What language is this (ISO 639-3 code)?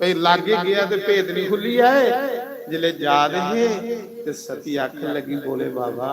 doi